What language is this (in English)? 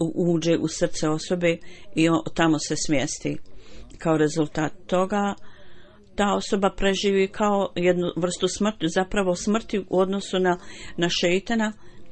Bosnian